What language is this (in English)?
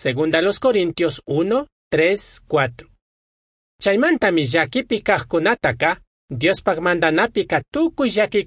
Chimborazo Highland Quichua